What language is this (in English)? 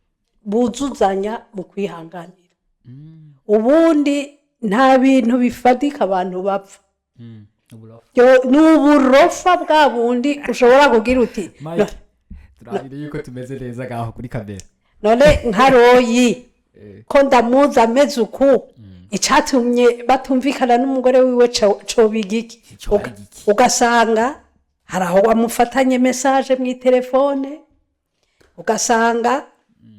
Rundi